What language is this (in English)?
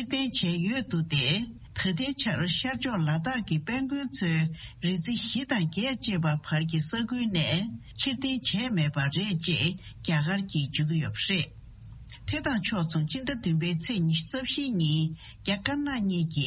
Tibetan